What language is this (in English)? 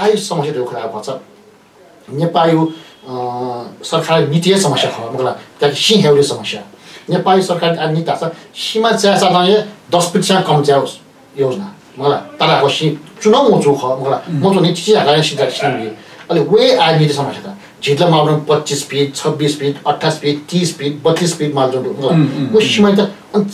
Newari